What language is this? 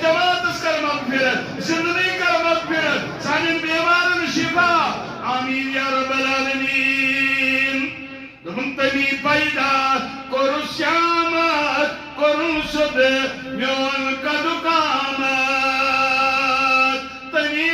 Kashmiri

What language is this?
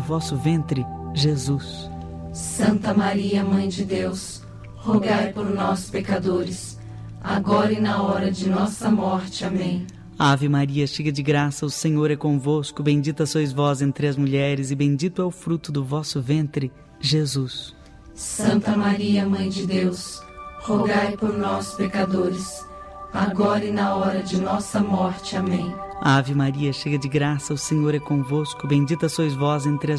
Portuguese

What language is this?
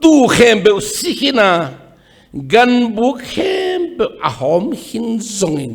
Tedim Chin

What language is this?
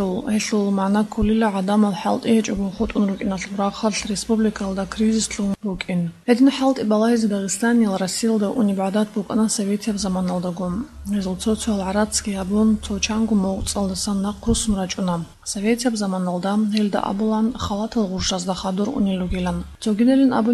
Avaric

